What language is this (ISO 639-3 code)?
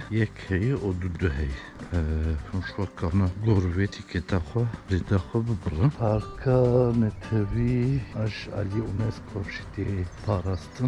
kur